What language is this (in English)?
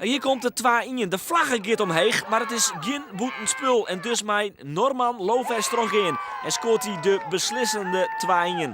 Western Frisian